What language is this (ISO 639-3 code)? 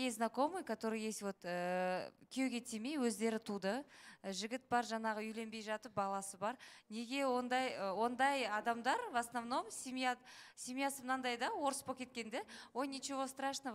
kaz